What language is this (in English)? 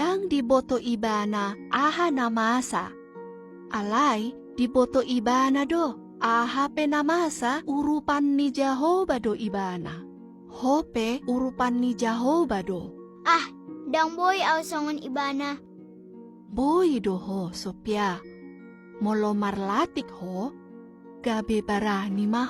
Batak Toba